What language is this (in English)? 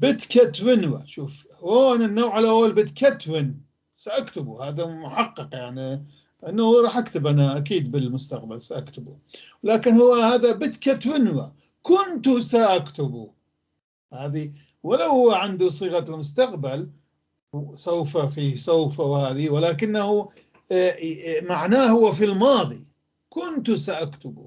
North Levantine Arabic